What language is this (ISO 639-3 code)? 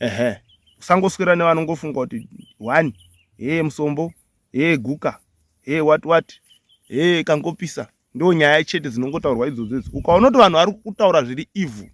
sna